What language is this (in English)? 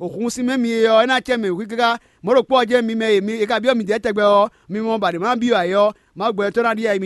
Fon